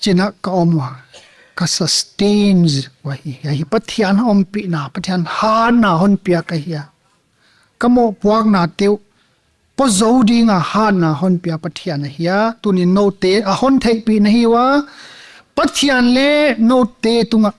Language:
Paite Chin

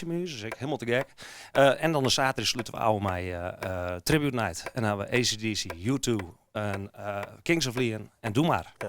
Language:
Western Frisian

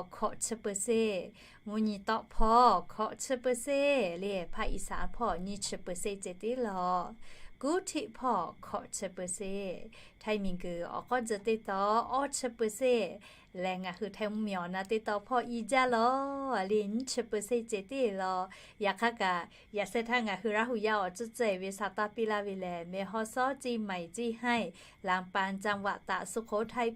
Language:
Lahu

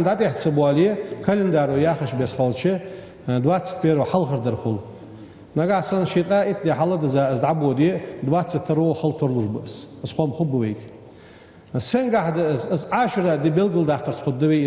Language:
Ingush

